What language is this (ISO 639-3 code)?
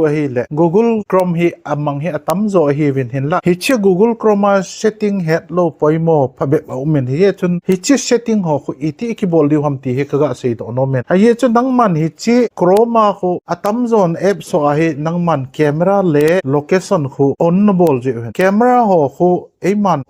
tcz